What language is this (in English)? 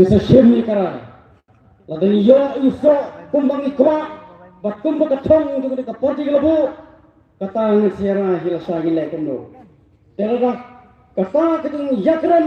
Khasi